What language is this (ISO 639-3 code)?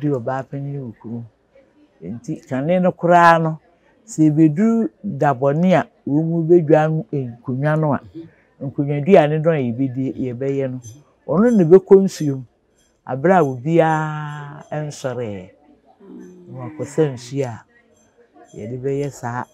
aka